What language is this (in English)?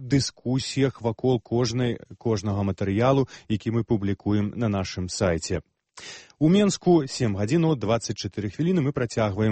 Belarusian